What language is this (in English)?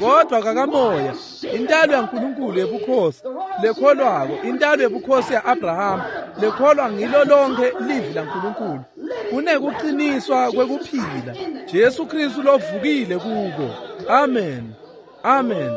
Swati